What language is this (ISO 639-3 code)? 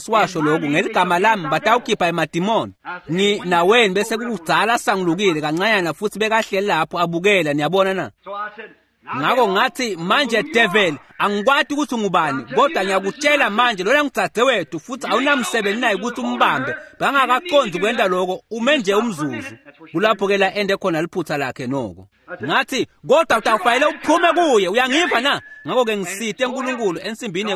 ssw